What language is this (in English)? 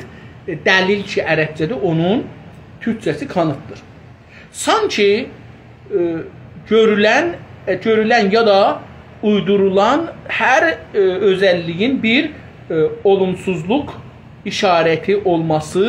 South Azerbaijani